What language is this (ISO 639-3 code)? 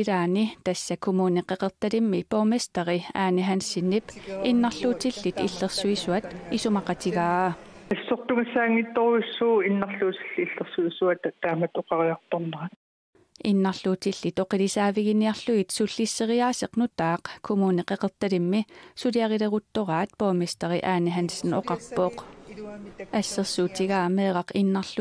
kal